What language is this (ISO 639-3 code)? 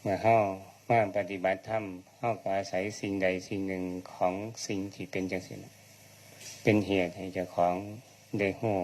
tts